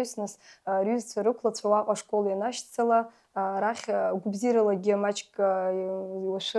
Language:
Abkhazian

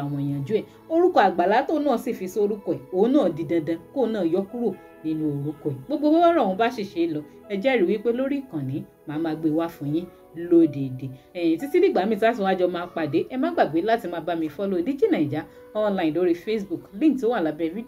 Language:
Yoruba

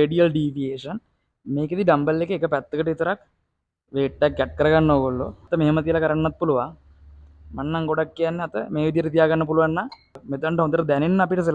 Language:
Sinhala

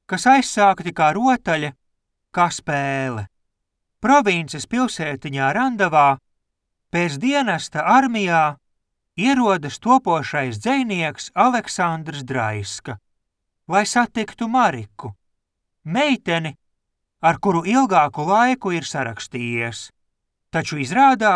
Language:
Latvian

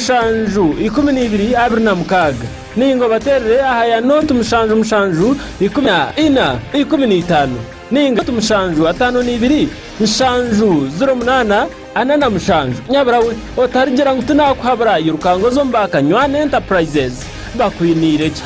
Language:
Nyankole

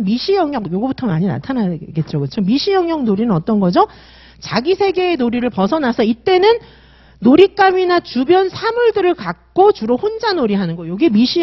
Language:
Korean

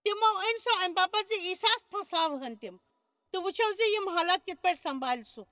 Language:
Kashmiri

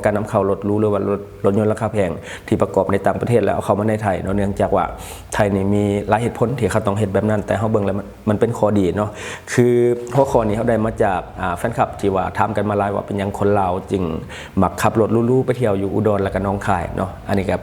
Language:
Lao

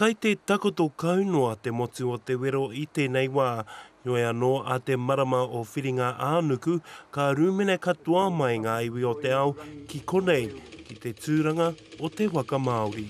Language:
Māori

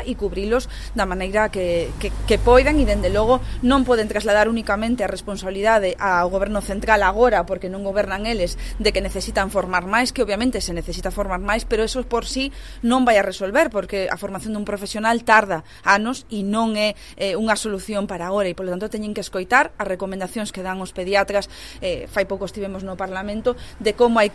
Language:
Galician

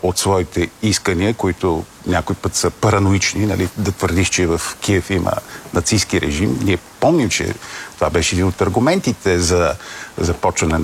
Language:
Bulgarian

